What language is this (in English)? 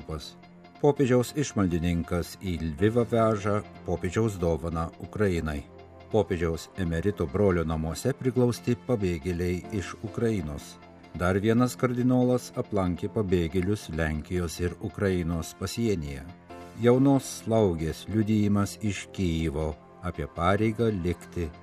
Lithuanian